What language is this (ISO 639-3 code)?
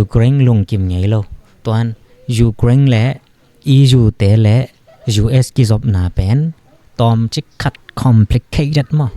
ctd